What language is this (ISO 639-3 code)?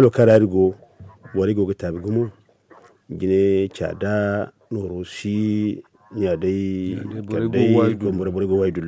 dje